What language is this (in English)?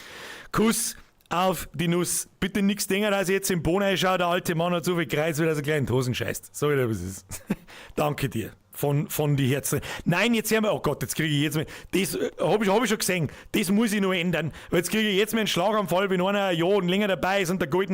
Bavarian